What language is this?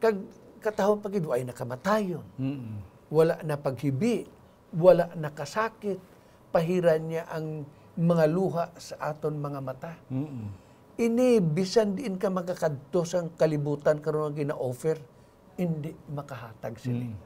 Hiligaynon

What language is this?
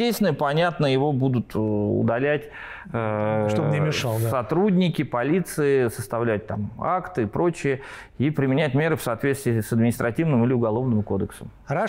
Russian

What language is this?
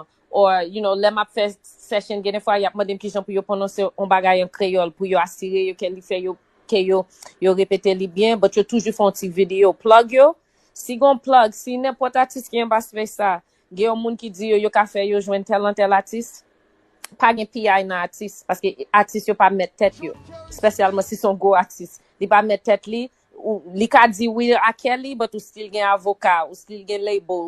Haitian Creole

